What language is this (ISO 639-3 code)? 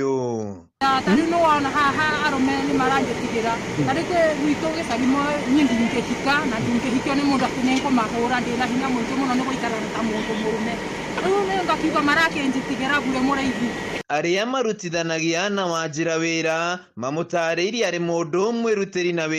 kik